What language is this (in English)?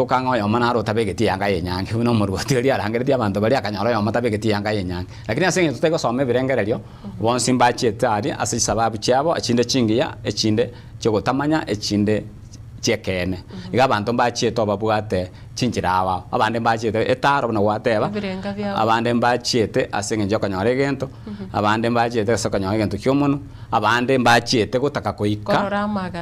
Gusii